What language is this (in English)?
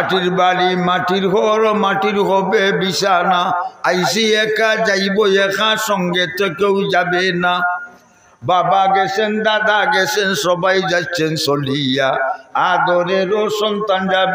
Sylheti